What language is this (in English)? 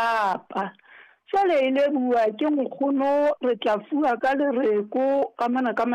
Southern Sotho